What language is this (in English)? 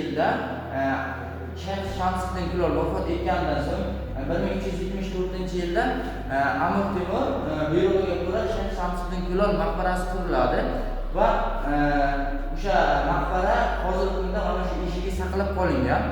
Uzbek